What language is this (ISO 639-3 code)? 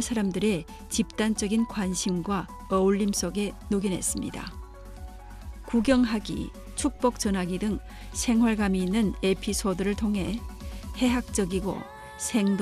kor